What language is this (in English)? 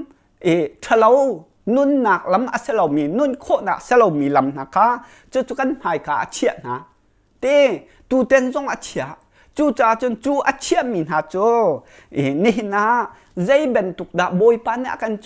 Hakha Chin